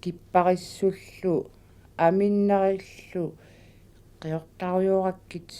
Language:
Kalaallisut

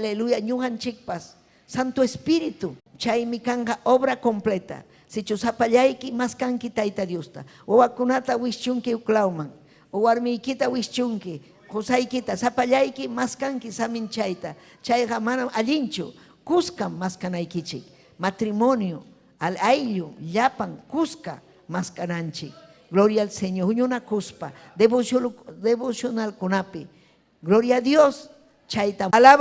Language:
Ayacucho Quechua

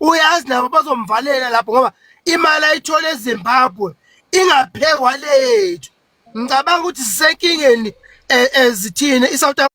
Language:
Zulu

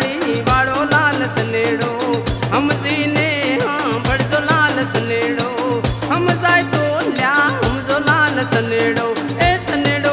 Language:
Gujarati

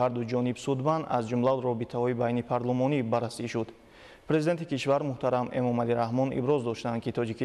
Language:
Tajik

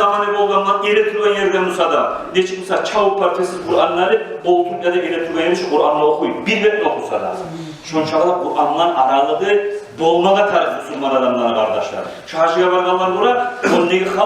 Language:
Kumyk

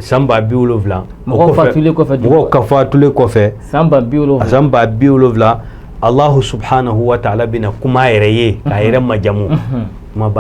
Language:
Bambara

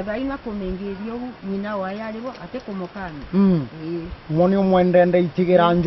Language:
Chuka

